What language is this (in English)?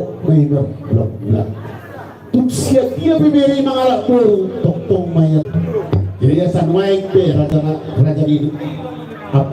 Batak Toba